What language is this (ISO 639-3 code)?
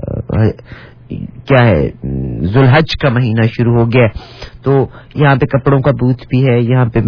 urd